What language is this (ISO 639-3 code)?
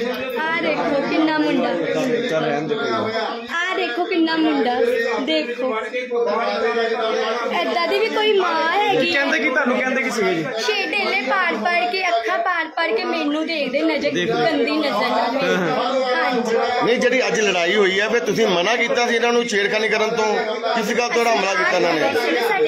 pan